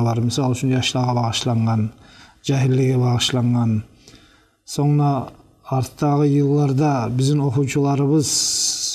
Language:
Kumyk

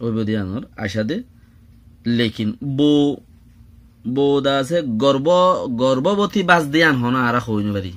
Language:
Rohingya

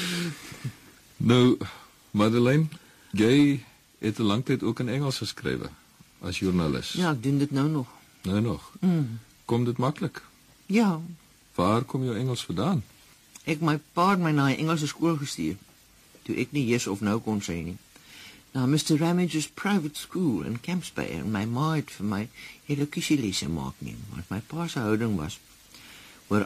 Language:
Afrikaans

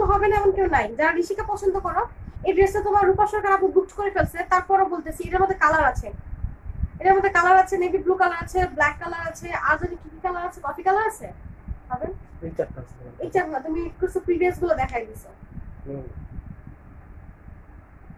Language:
Bangla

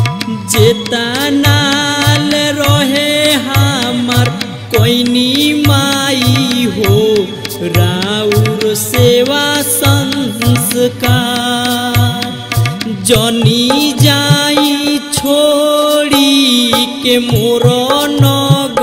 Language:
Bhojpuri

